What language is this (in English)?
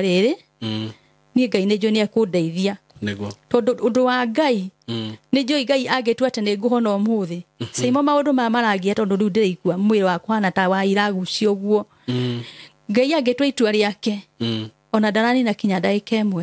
Kikuyu